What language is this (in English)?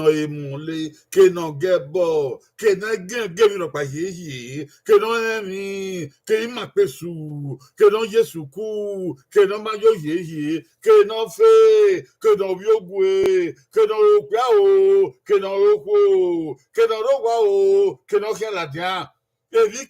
Bini